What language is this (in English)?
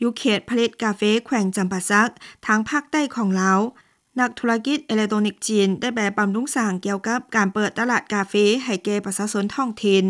Lao